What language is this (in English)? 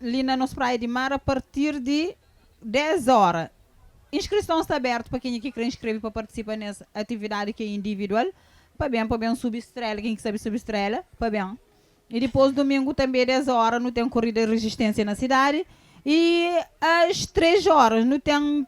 Kabuverdianu